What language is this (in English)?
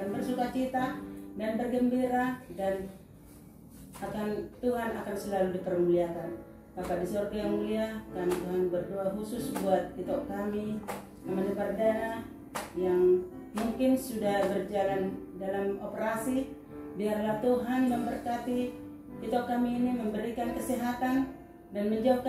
Indonesian